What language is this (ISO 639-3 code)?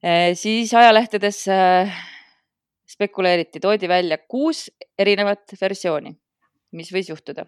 est